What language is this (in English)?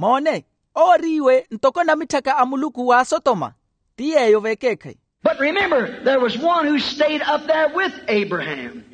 Makhuwa